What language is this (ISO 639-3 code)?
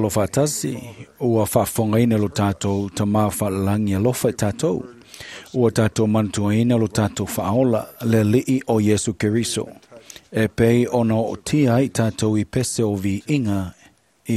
smo